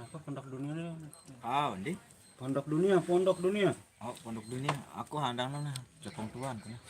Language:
Sasak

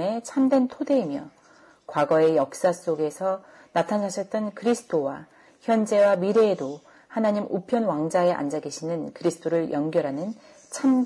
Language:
Korean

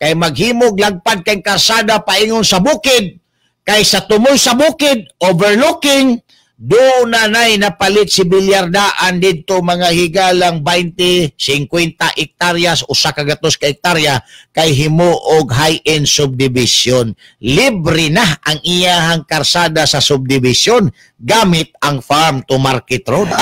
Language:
Cebuano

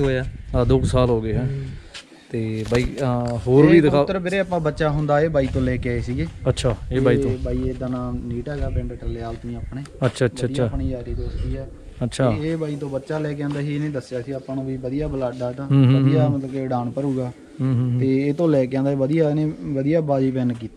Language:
Punjabi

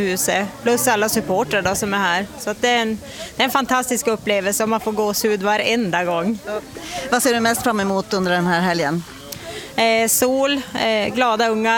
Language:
Swedish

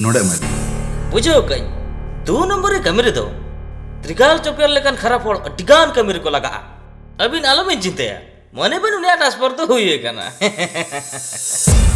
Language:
Santali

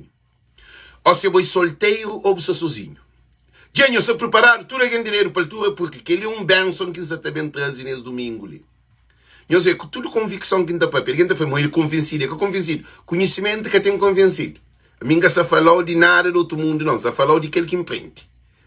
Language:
Kabuverdianu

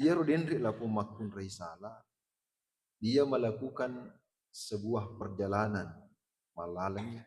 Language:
Buginese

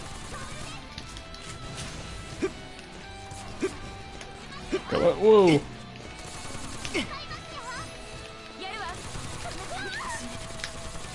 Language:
Japanese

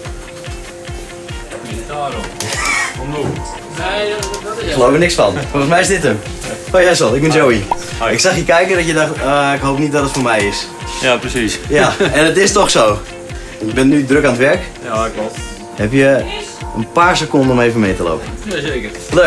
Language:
Dutch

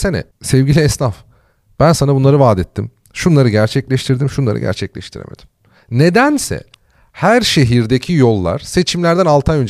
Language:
Turkish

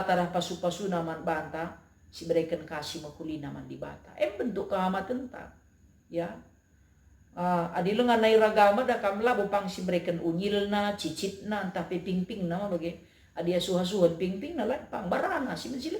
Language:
Batak Karo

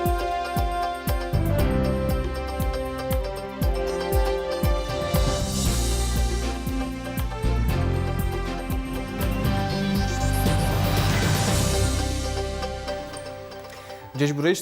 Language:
Udmurt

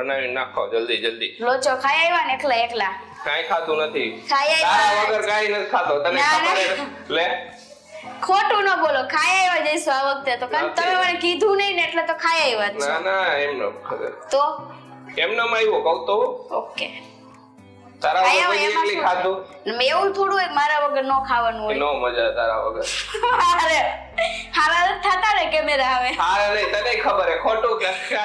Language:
Gujarati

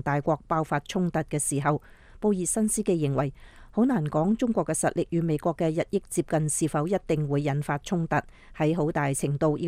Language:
Cantonese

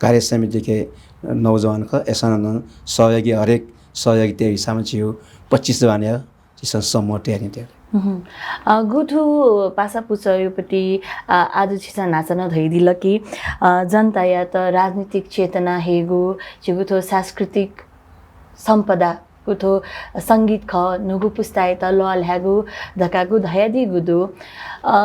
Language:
Newari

